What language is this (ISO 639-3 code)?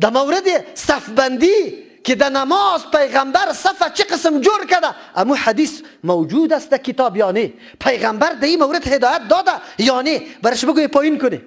fas